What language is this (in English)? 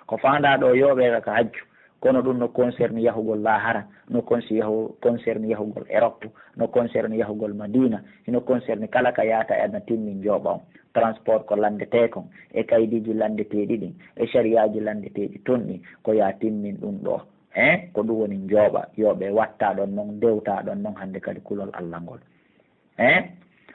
Pular